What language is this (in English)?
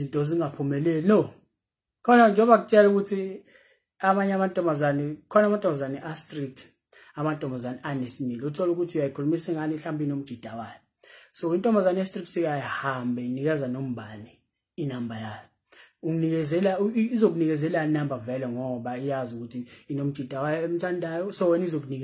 Zulu